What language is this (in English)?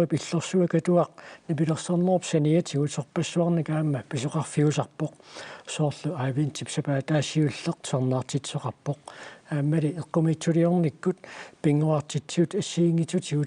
Kalaallisut